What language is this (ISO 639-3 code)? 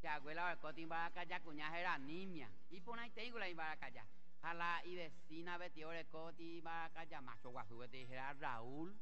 grn